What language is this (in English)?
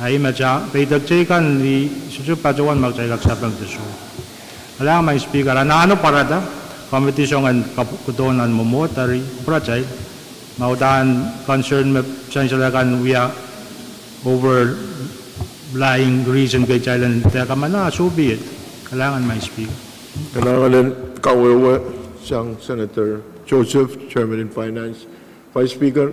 Pohnpeian